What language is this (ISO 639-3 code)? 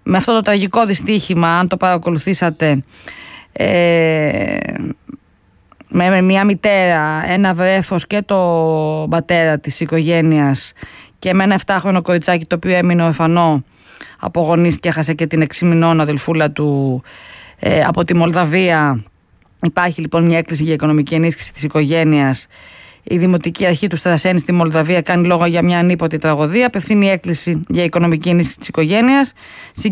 ell